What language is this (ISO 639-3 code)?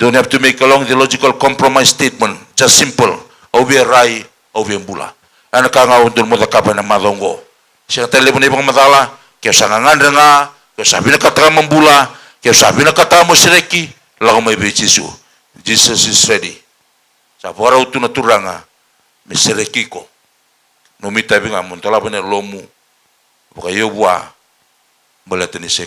fij